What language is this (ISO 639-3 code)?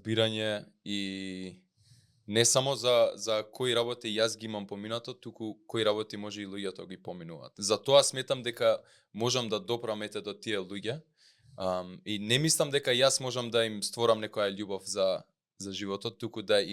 mkd